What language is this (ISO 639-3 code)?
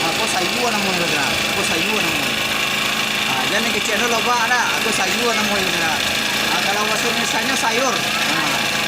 min